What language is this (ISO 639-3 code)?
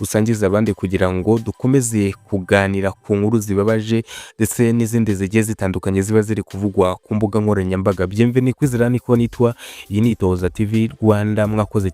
kin